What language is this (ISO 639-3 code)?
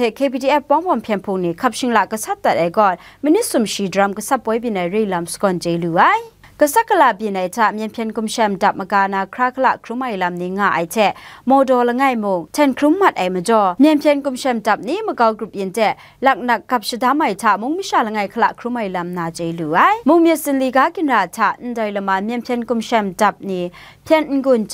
kac